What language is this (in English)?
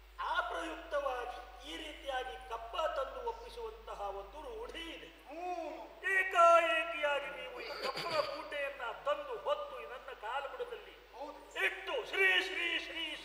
Kannada